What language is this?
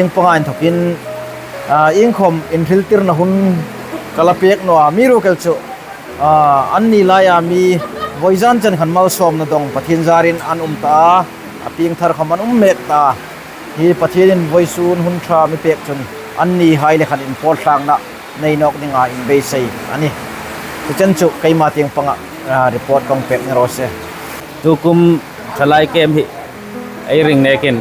Hmar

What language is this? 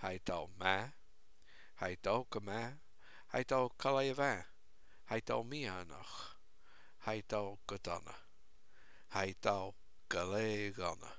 Scottish Gaelic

